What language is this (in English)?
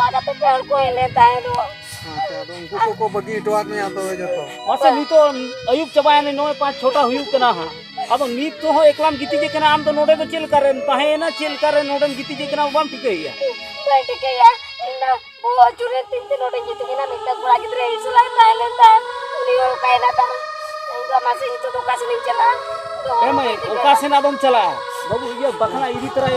Santali